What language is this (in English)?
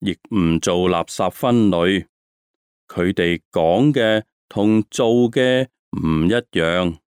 Cantonese